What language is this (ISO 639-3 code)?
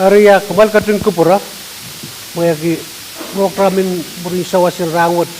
pon